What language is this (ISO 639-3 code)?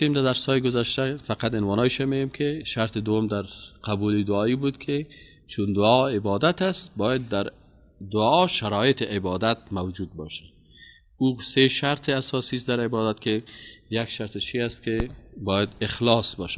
fas